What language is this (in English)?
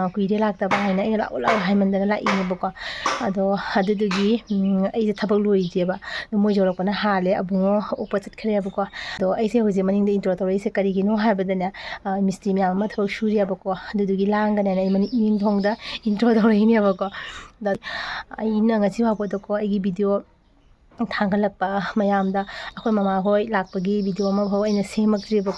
Manipuri